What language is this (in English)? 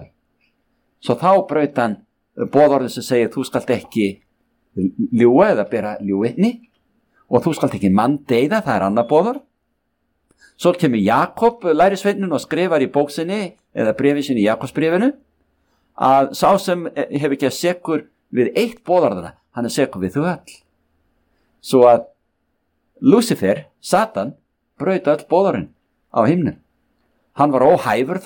Icelandic